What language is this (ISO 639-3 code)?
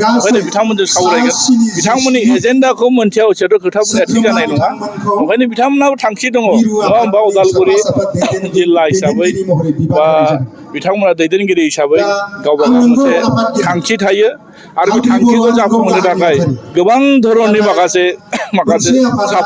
brx